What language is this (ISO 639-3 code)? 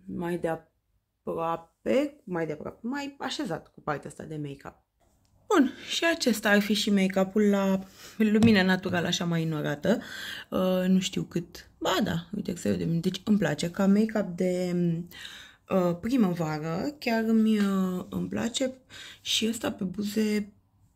ron